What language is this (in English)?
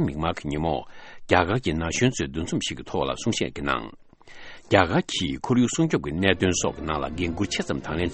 Tibetan